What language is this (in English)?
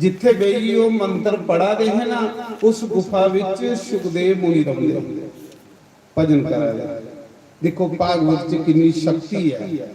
Dogri